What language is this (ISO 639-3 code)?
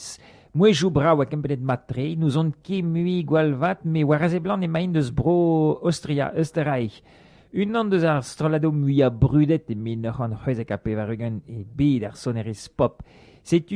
bre